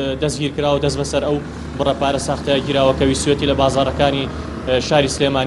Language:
Central Kurdish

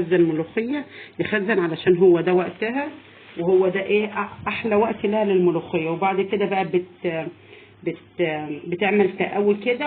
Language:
Egyptian Arabic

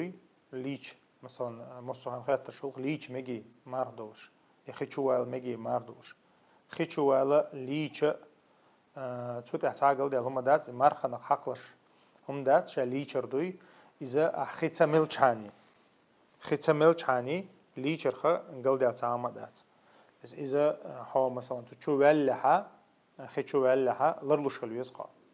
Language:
Chechen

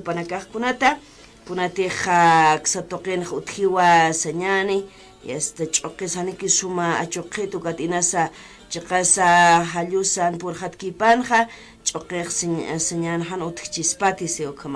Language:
Aymara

